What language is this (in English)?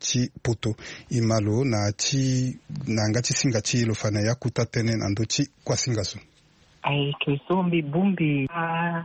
Sango